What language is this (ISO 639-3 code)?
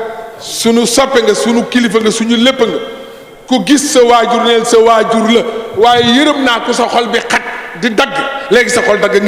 wol